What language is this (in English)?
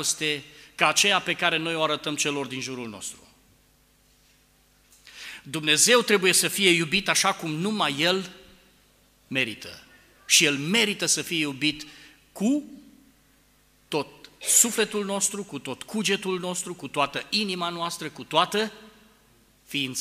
Romanian